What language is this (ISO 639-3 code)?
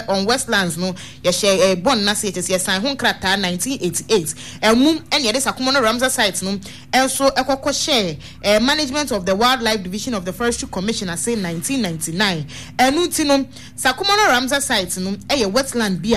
aka